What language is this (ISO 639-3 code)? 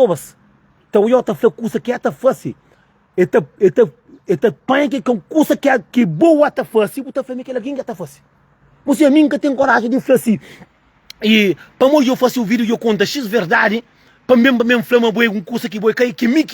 kea